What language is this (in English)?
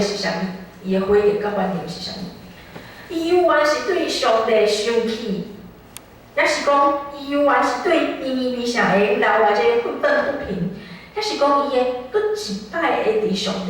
Min Nan Chinese